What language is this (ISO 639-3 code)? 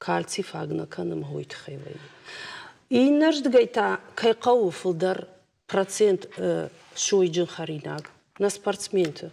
oss